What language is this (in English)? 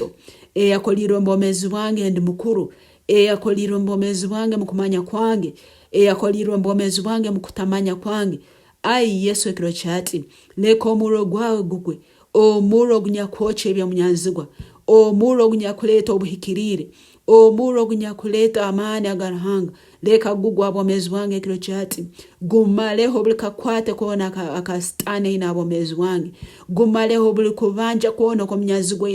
Nyankole